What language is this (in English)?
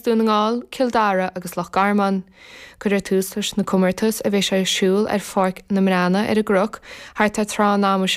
Irish